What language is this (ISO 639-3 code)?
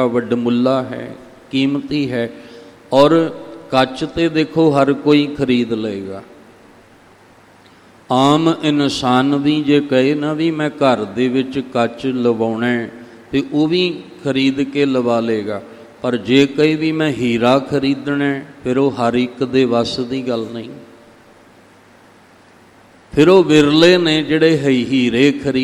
pan